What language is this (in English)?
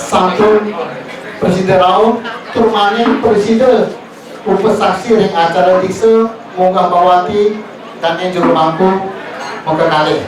Balinese